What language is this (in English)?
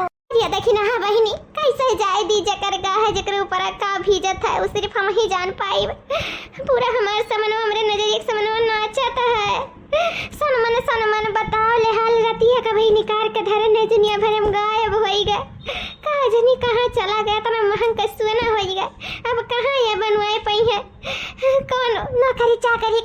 Awadhi